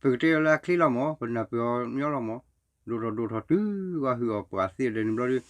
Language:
S'gaw Karen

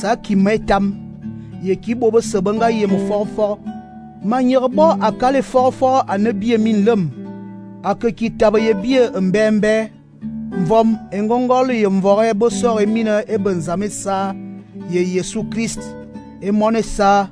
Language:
Fang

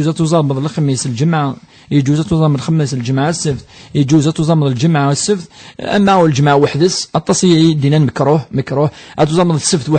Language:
Kabyle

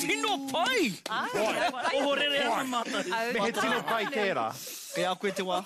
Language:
Māori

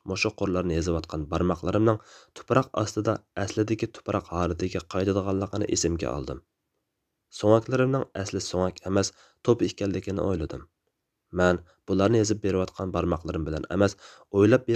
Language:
Uyghur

